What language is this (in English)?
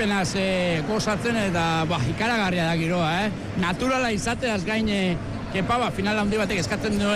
Basque